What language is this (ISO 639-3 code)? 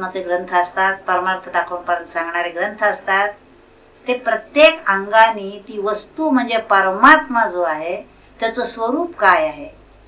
mar